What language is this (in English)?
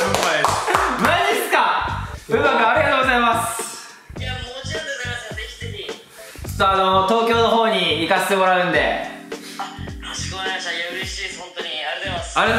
Japanese